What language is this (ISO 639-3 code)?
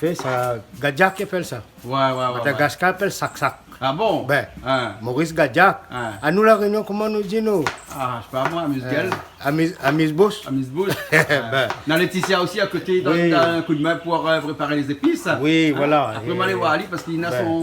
rcf